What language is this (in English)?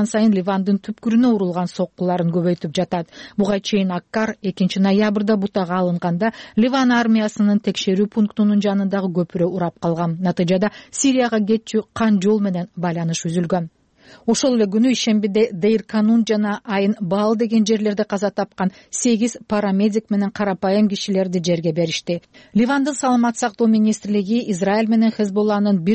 Kyrgyz